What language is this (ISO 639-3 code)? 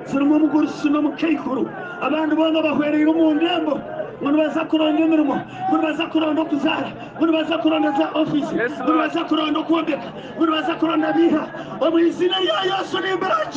nyn